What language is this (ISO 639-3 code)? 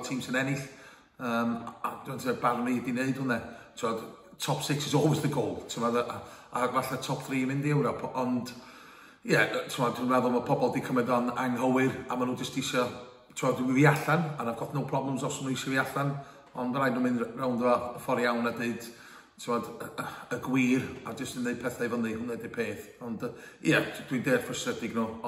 cym